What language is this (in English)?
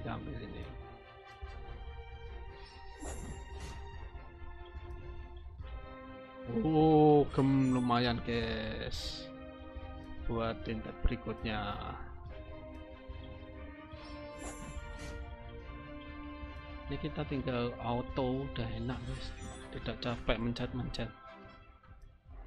Indonesian